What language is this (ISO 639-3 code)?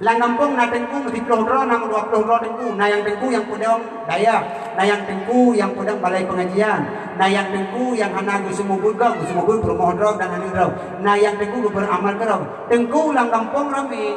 ace